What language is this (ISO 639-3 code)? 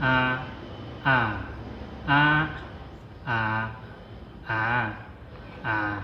zha